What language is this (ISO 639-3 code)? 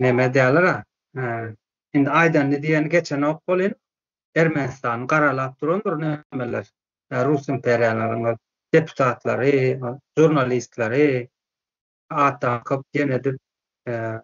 tuk